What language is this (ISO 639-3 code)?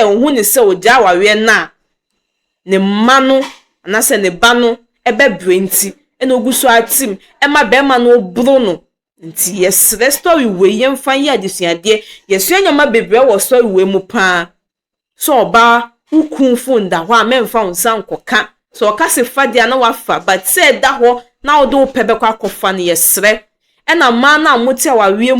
aka